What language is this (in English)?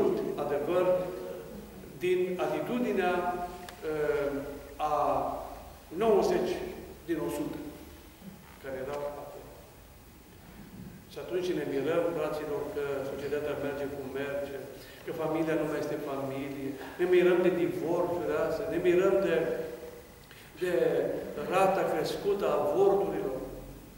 Romanian